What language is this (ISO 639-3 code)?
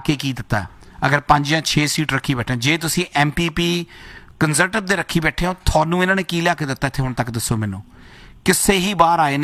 pan